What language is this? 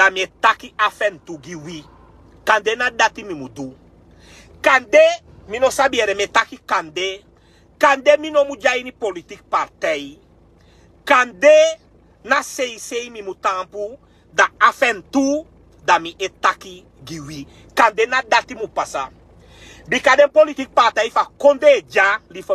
Sranan Tongo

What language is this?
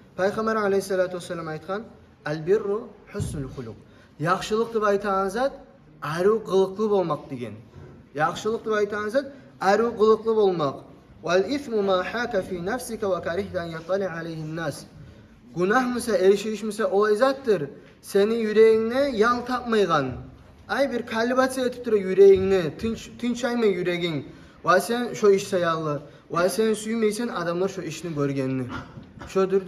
Kumyk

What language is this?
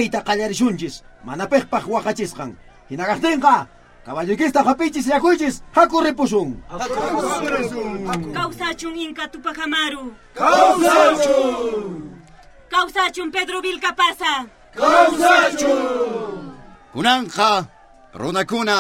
South Bolivian Quechua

